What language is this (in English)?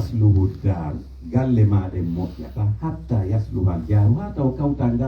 Pular